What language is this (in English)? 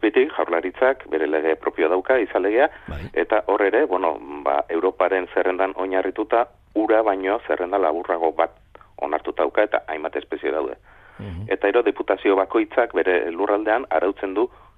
Basque